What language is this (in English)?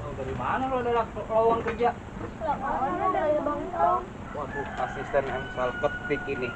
Betawi